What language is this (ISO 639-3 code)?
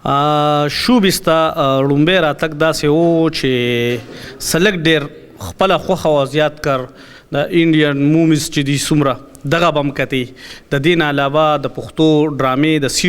pus